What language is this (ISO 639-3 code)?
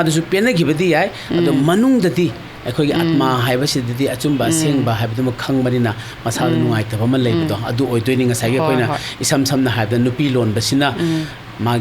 mni